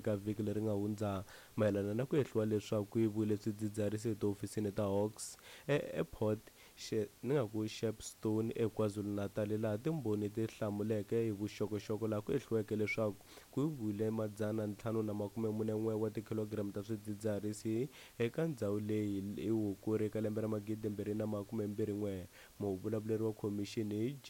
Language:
Tsonga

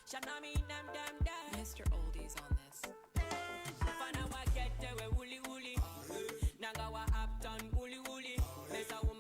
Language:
Nyanja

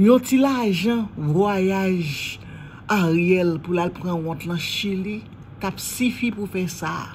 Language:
Haitian Creole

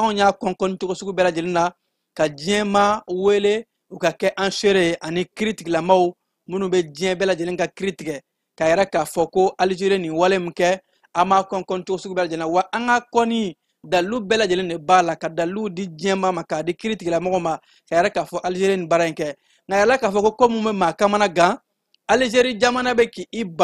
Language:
Bambara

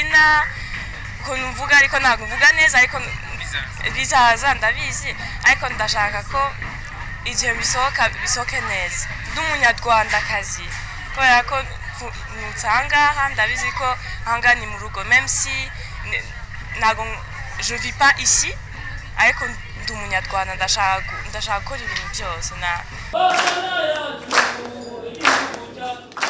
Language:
Kinyarwanda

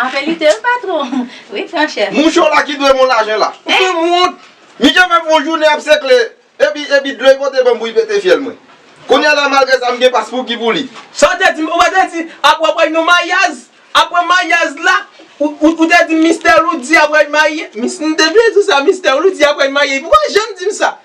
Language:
Haitian Creole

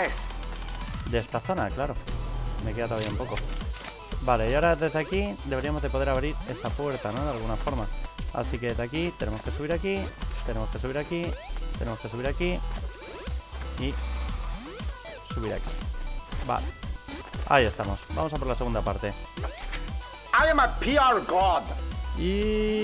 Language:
Spanish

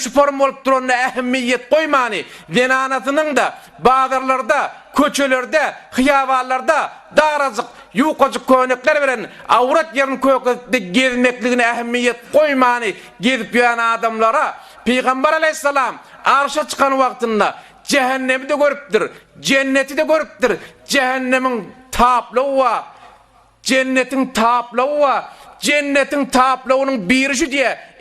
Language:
Turkmen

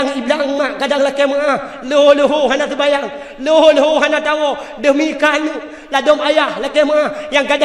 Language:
Achinese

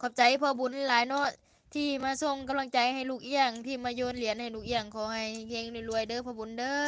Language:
Lao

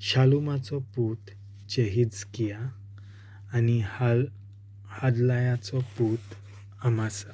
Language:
Konkani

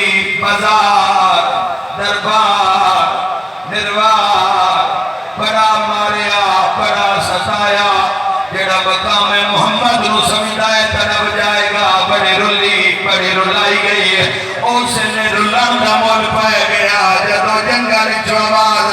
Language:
Saraiki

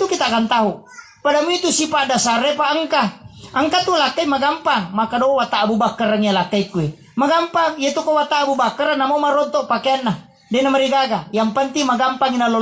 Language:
Buginese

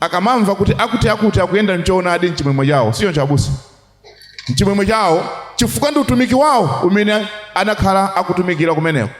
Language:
Nyanja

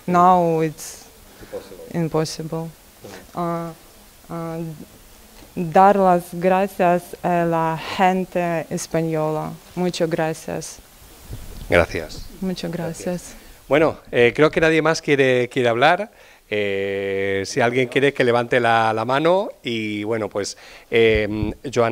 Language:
Catalan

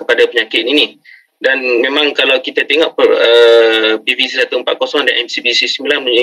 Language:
Malay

